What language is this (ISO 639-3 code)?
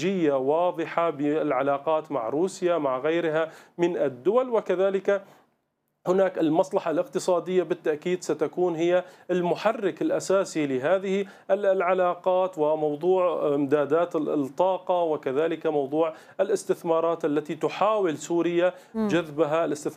ara